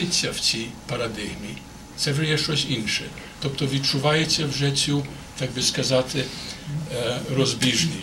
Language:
Ukrainian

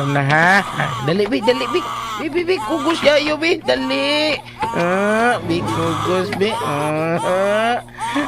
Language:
Cebuano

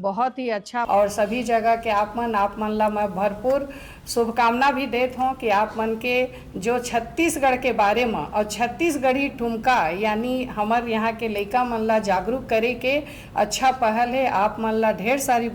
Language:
Chhattisgarhi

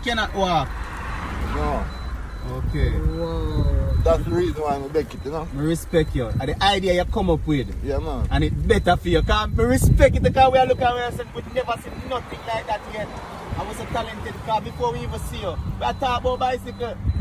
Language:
Jamaican Creole English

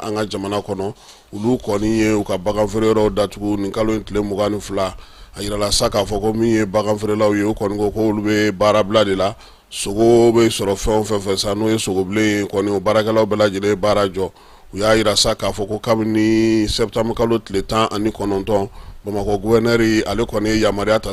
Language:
Bambara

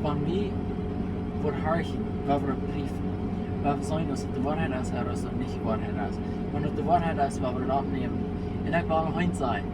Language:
Plautdietsch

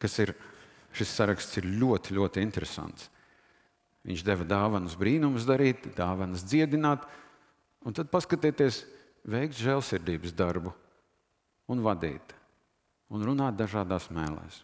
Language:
Latvian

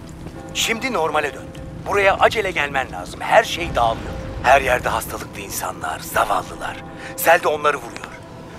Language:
Turkish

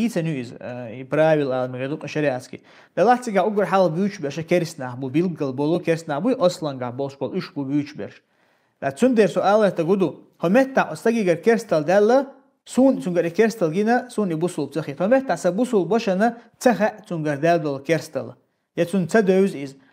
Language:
Chechen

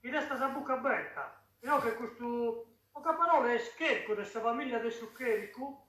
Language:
Sardinian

